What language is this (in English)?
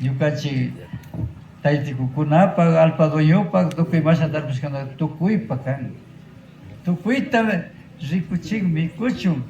Imbabura Highland Quichua